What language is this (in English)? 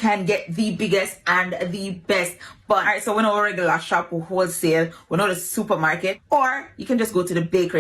Jamaican Creole English